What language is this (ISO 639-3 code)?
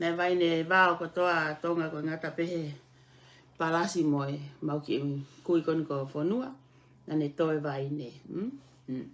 ton